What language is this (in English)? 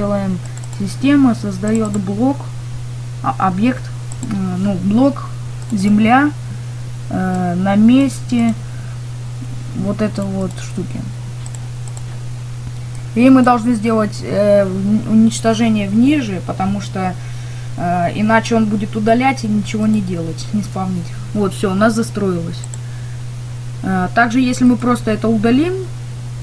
Russian